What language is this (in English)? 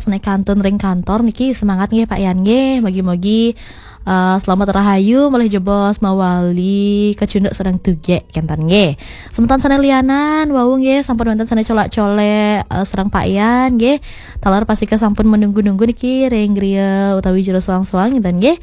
Balinese